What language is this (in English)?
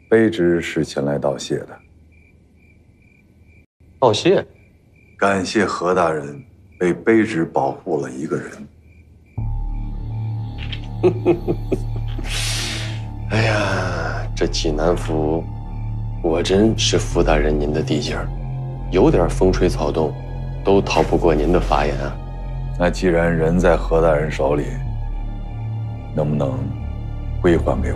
Chinese